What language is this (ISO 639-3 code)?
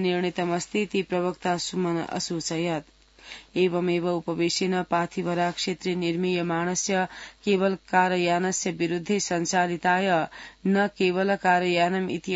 san